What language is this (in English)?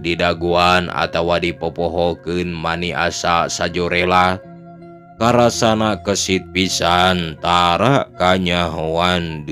Sundanese